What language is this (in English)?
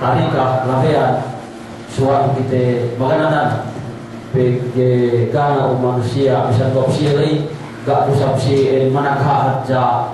Yakan